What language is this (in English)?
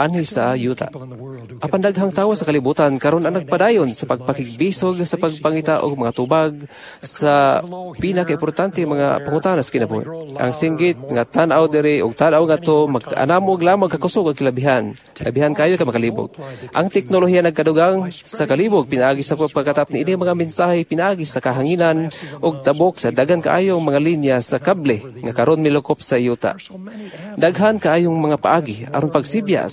Cebuano